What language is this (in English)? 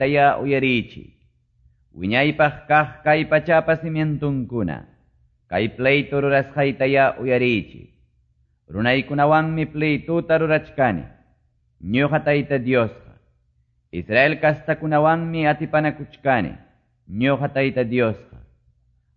Quechua